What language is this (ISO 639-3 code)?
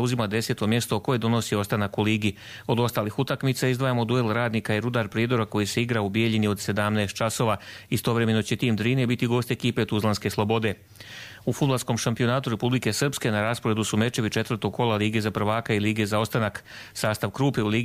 hrv